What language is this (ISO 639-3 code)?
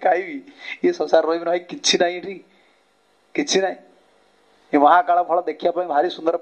ori